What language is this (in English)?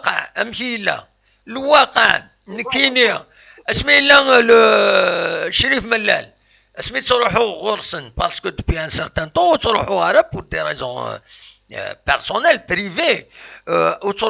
Kabyle